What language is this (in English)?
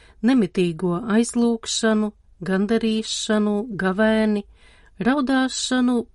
Latvian